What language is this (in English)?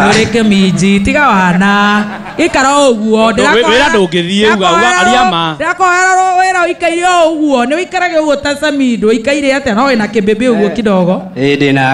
Kikuyu